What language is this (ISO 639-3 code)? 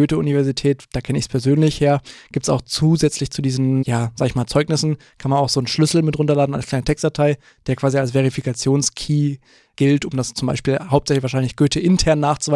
deu